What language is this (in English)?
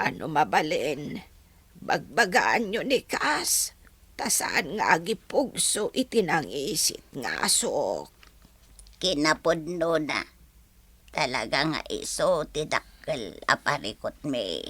Iloko